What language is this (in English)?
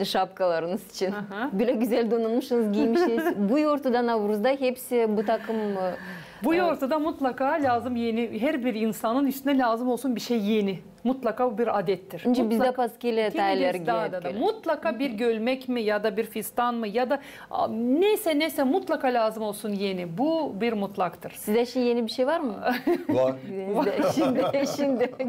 Gagauz